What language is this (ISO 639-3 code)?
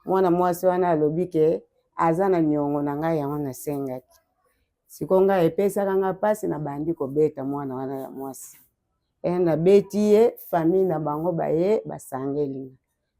lin